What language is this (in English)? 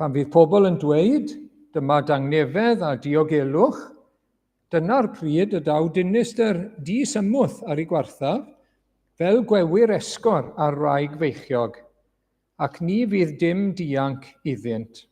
Welsh